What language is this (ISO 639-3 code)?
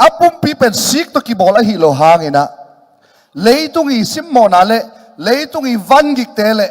ctd